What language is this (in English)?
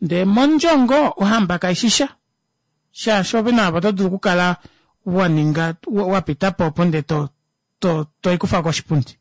Kuanyama